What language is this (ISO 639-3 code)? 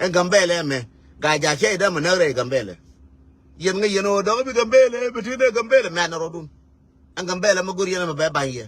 nus